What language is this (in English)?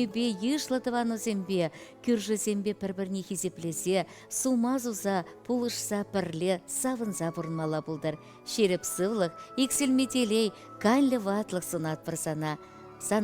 Chuvash